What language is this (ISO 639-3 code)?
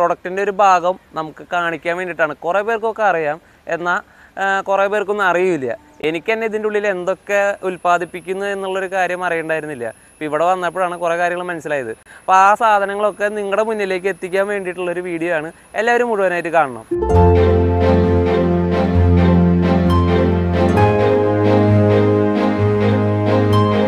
mal